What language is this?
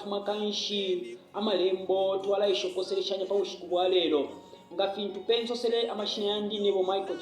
Bemba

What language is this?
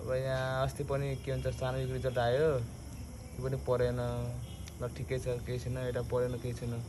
Nepali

